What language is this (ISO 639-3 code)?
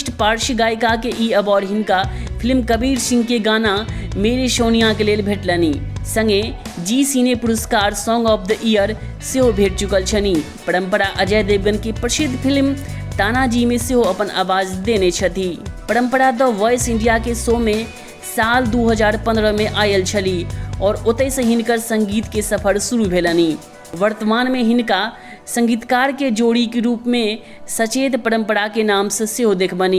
mai